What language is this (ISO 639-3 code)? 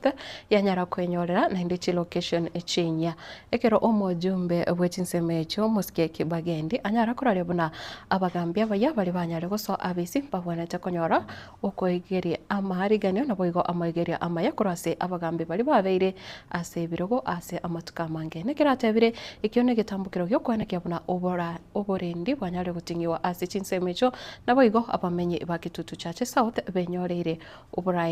guz